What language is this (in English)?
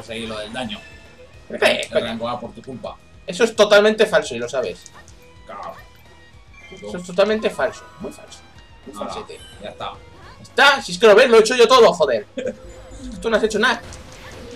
Spanish